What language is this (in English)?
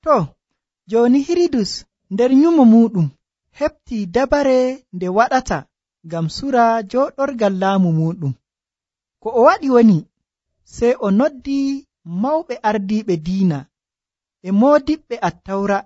Nigerian Fulfulde